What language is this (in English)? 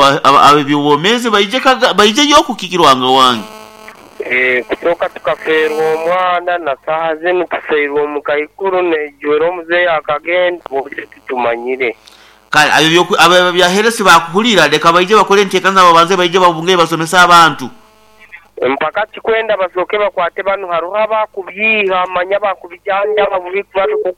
Nyoro